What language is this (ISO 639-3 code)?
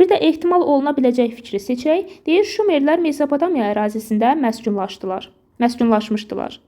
aze